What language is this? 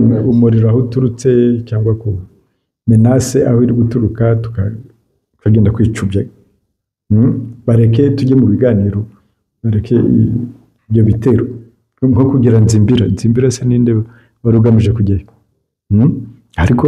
Kinyarwanda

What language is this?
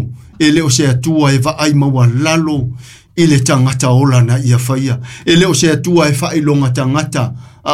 Samoan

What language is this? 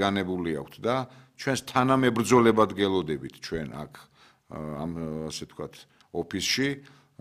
Georgian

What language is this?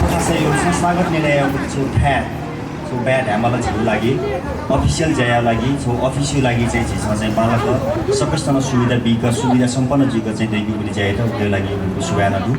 Newari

